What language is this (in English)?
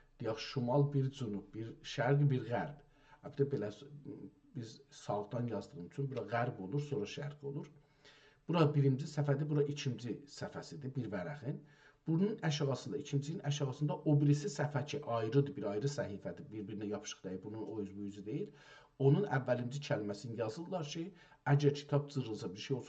South Azerbaijani